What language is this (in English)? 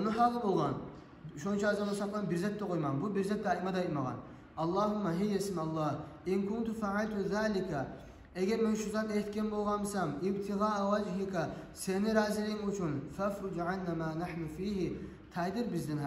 Kumyk